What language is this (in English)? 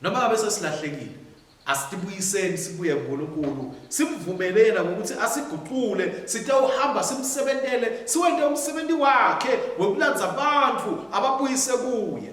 Swati